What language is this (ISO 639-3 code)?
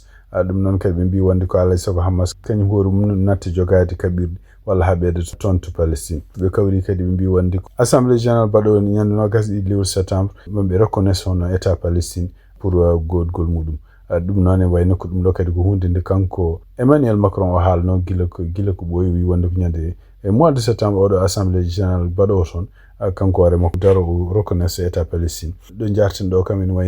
ful